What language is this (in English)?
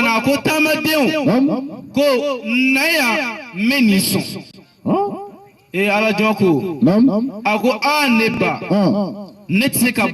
Bambara